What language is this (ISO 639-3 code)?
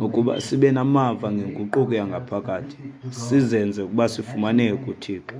xho